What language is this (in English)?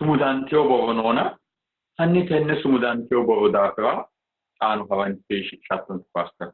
Sidamo